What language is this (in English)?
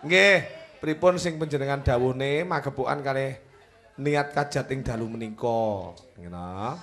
Javanese